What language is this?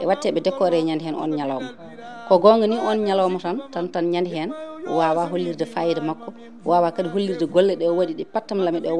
Fula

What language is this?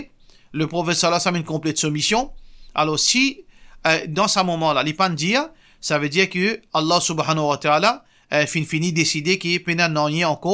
Morisyen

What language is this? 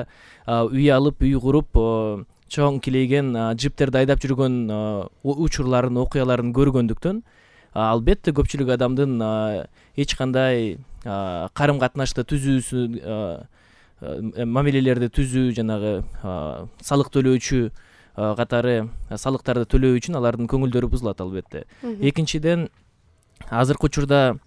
Kyrgyz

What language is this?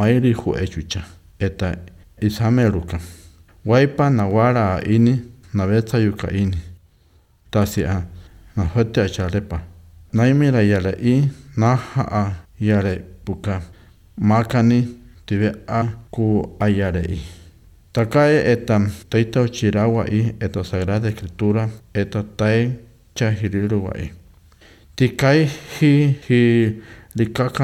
Basque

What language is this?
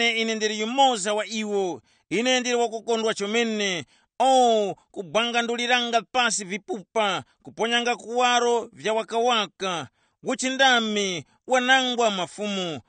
Tumbuka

